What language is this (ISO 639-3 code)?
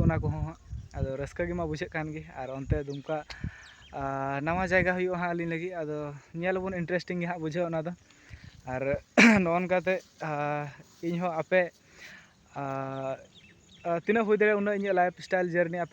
sat